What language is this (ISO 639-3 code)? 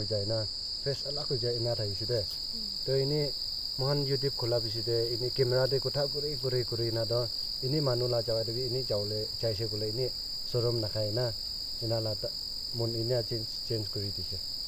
nag